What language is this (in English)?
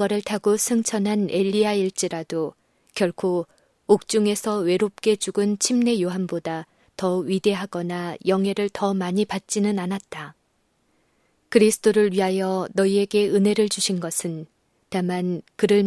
Korean